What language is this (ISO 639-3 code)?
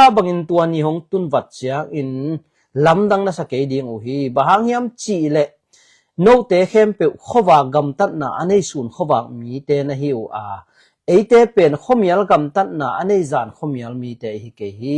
ctd